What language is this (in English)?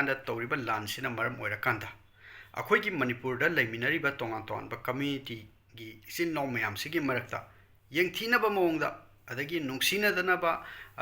Manipuri